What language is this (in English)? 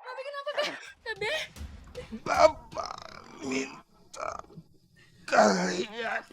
Betawi